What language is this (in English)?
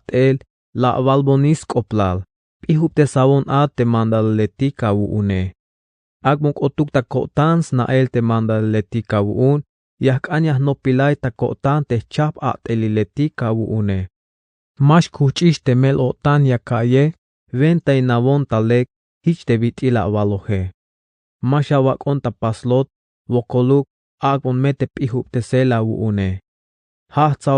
Tzeltal